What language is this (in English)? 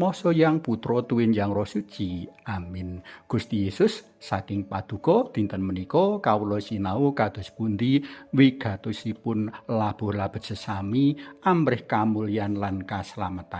Javanese